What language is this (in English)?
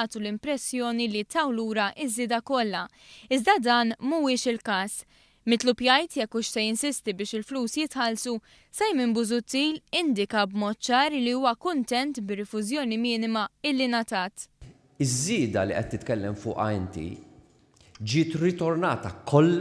Maltese